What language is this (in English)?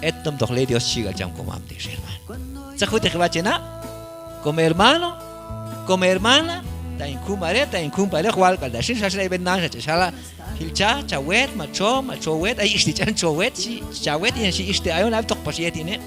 Q'anjob'al